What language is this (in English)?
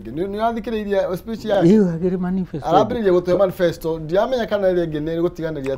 Kikuyu